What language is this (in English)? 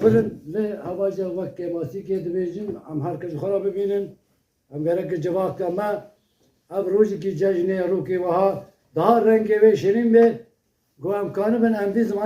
Kurdish